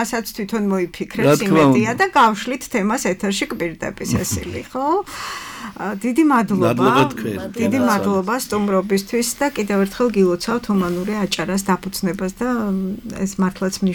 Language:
Georgian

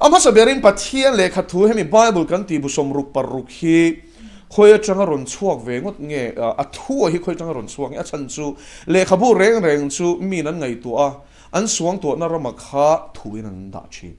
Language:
Mizo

